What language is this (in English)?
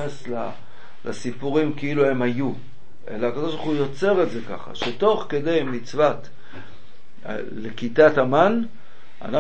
Hebrew